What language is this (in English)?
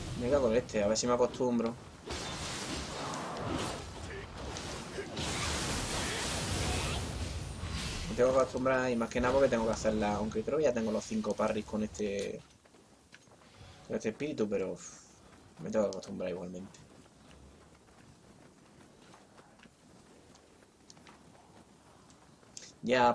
Spanish